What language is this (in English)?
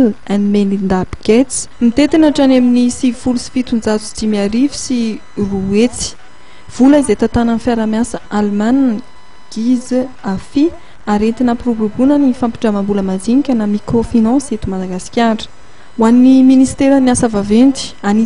Malagasy